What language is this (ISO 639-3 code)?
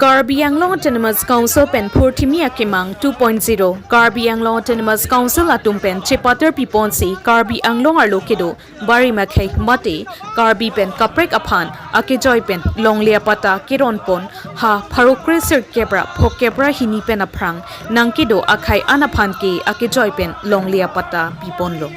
mjw